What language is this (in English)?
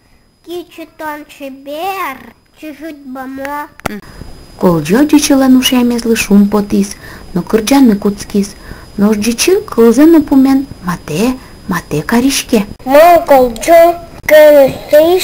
Udmurt